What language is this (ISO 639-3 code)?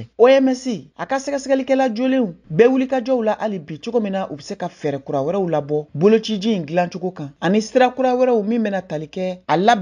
bam